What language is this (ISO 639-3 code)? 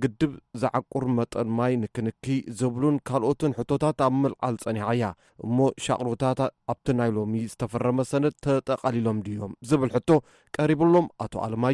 tir